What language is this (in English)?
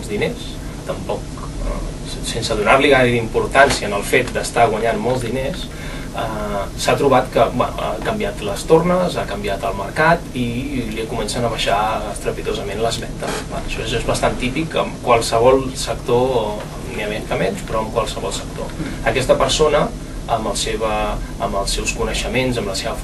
Catalan